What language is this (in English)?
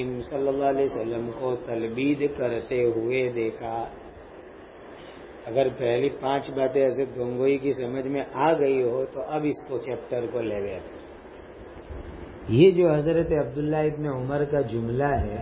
Urdu